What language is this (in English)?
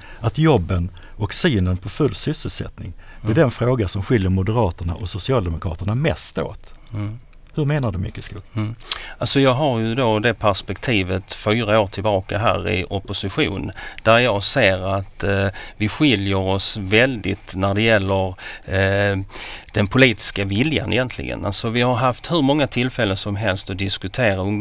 Swedish